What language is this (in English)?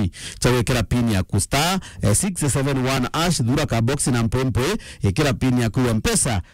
Meru